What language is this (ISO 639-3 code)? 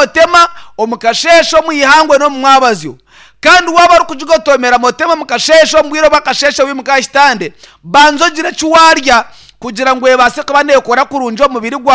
nyn